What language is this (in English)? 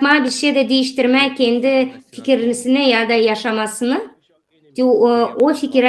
Gagauz